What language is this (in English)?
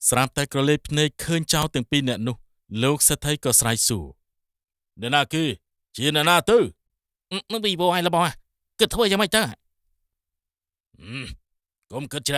Khmer